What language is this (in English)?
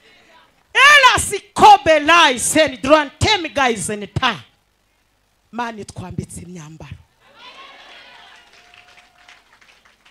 Kinyarwanda